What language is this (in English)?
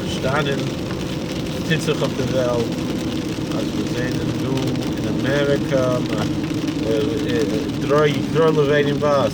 Yiddish